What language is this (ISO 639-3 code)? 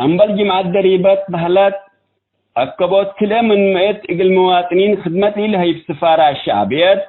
tig